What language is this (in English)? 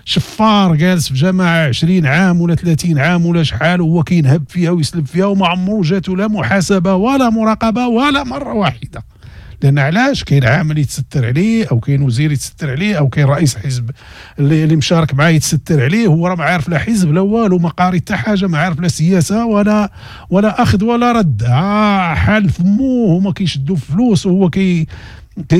Moroccan Arabic